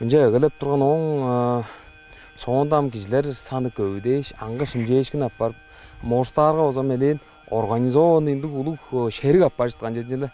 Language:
Tuvinian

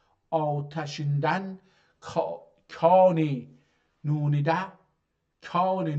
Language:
South Azerbaijani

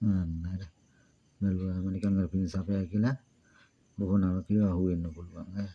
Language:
Sinhala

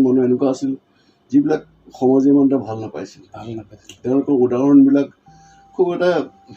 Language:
Assamese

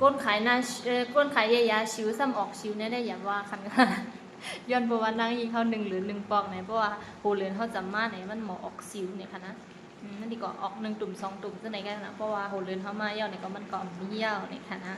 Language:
Shan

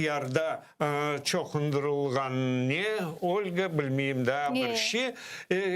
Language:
Crimean Tatar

